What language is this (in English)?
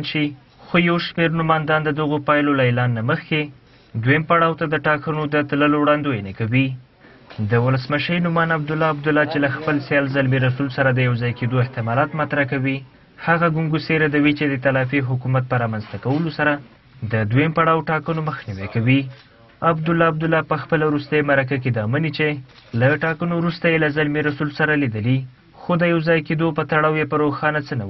Pashto